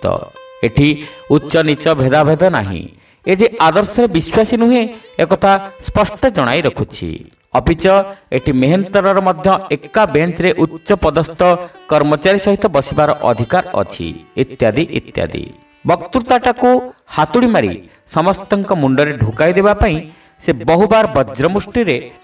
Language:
Odia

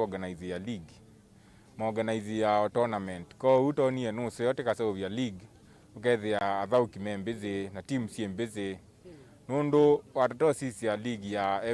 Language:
Kamba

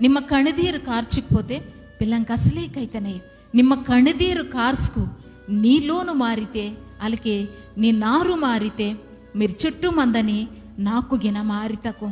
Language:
Koya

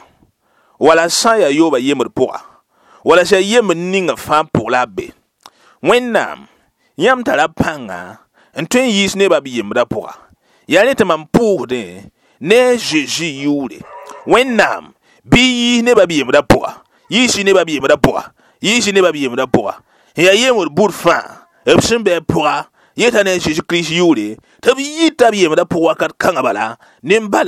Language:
Mossi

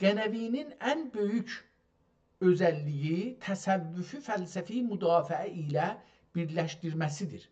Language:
South Azerbaijani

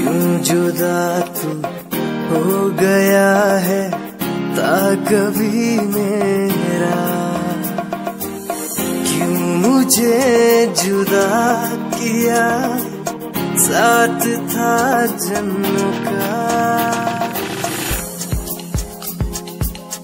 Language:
Hindi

